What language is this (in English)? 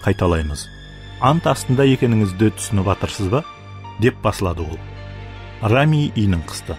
Kara-Kalpak